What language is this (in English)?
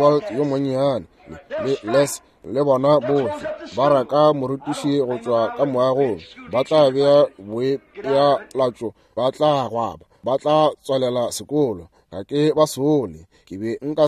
Northern Sotho